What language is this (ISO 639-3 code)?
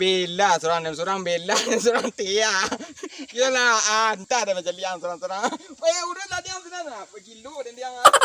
min